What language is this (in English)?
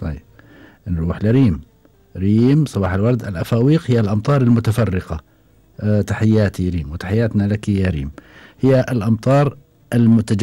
Gulf Arabic